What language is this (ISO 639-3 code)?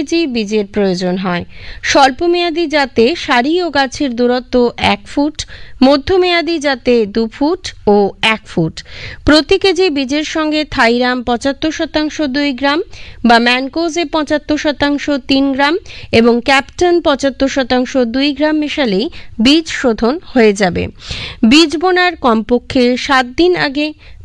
ben